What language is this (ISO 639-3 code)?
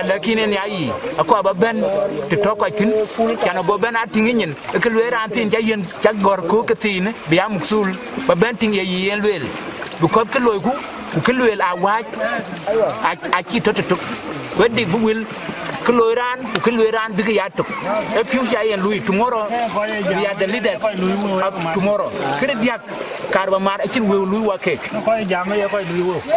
din